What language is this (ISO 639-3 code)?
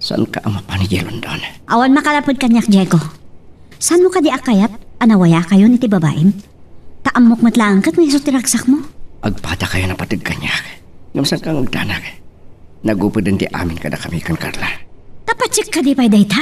ilo